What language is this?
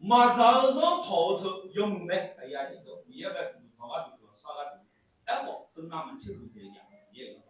Akha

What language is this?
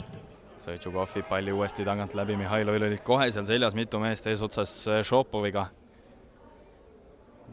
Estonian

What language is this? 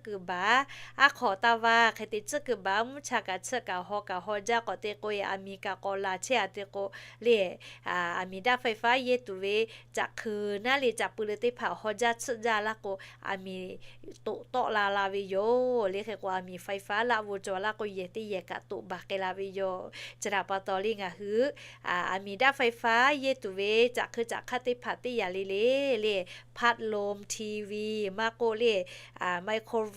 Lahu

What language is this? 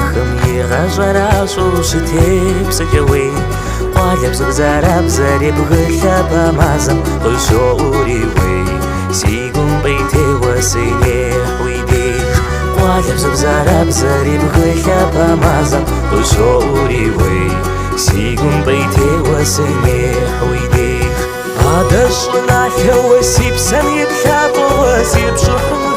Kabardian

